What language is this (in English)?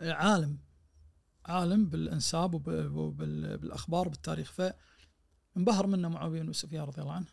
Najdi Arabic